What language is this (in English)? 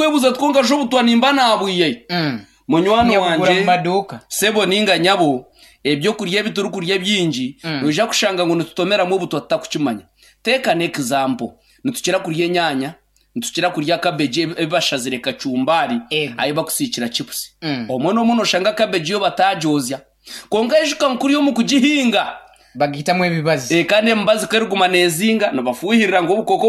Nyankole